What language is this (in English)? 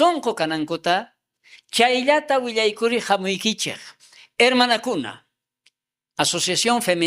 South Bolivian Quechua